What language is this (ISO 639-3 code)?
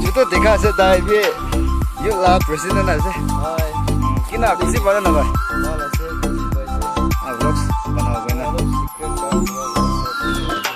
nag